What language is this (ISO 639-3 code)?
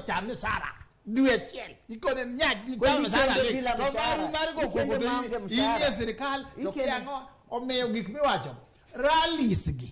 luo